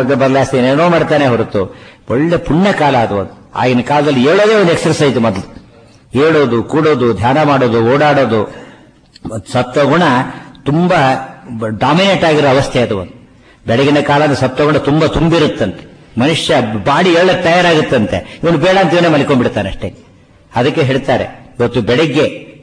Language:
Kannada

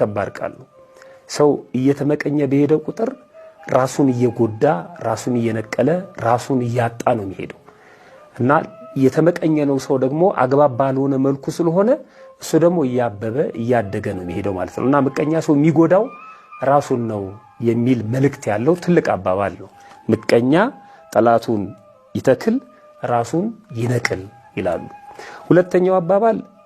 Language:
Amharic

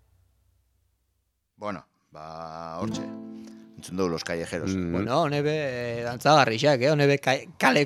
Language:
Basque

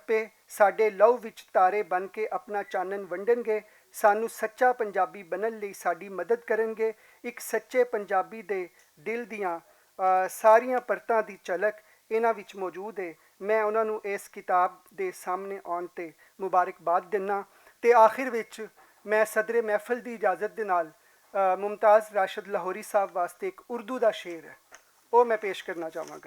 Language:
Western Panjabi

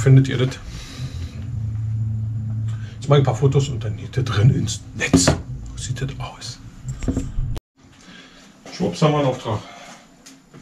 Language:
German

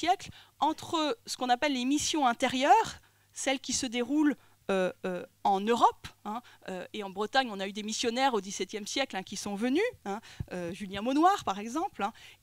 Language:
French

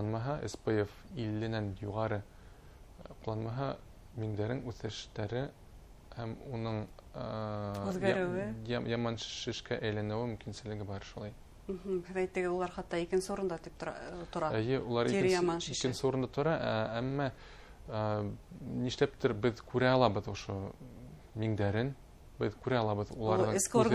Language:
Bashkir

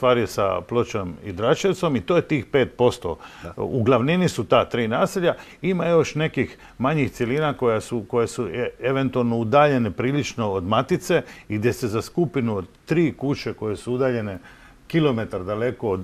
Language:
Croatian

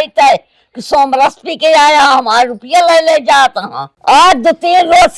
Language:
Awadhi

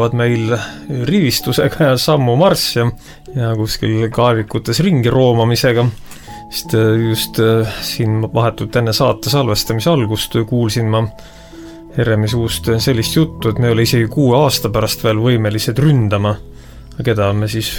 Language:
Estonian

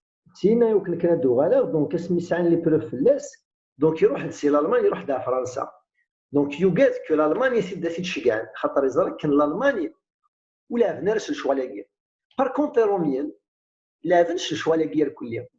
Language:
Kabyle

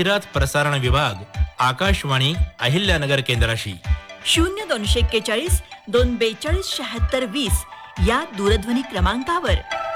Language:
Marathi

